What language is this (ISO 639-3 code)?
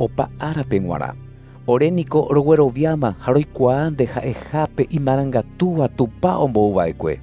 grn